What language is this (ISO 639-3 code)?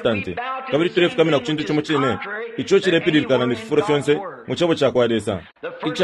bem